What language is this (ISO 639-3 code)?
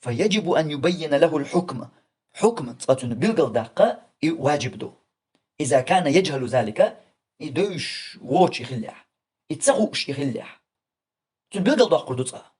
che